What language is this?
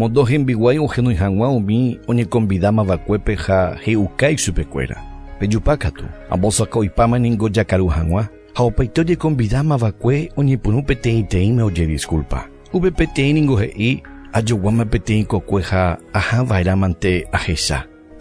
Guarani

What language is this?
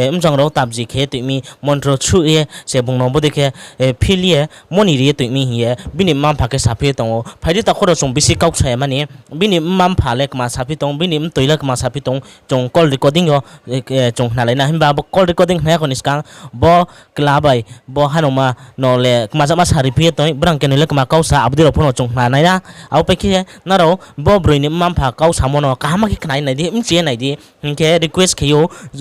Riang (India)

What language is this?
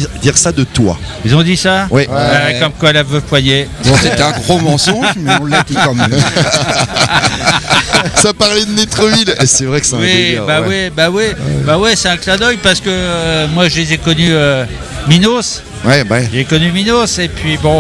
French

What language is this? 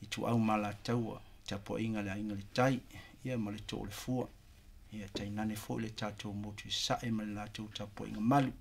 Samoan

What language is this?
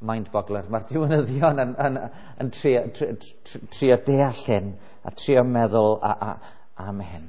Welsh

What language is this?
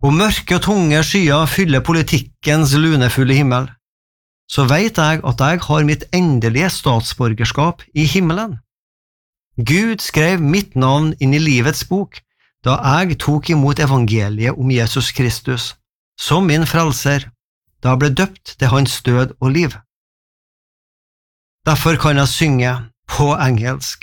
Norwegian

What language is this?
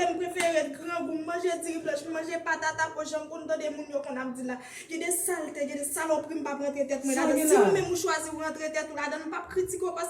Haitian Creole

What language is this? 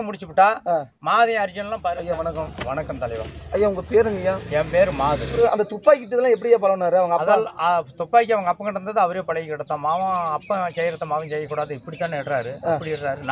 Tamil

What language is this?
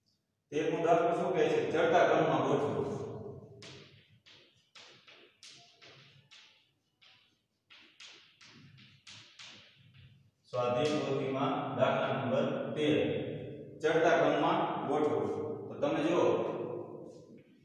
Gujarati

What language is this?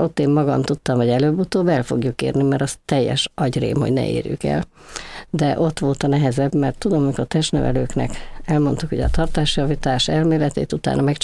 Hungarian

